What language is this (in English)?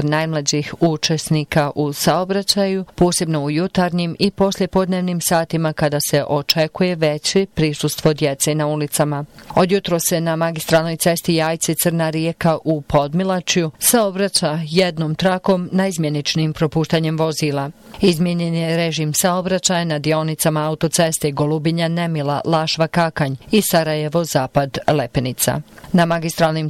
Bosnian